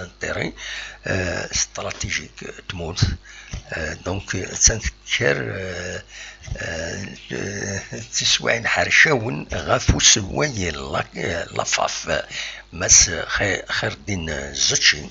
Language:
Kabyle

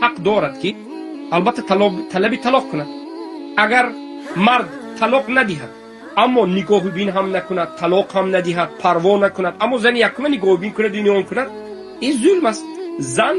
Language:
Tajik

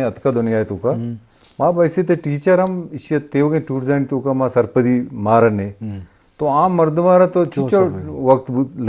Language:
Eastern Balochi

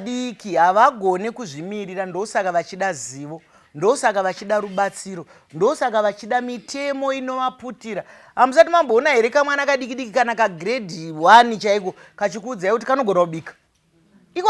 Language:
Shona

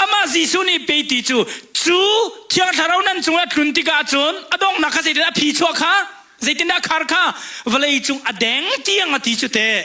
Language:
Hakha Chin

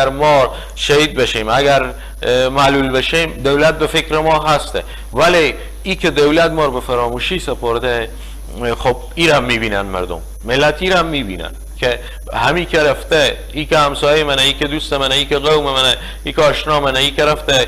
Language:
Persian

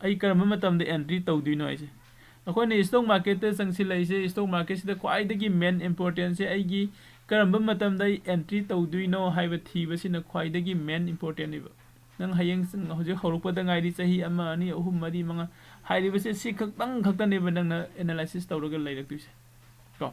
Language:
Manipuri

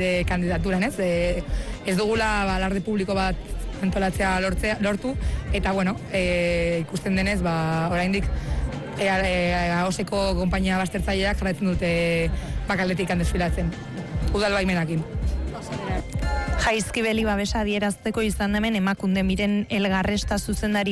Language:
Basque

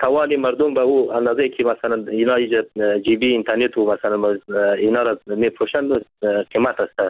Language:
Persian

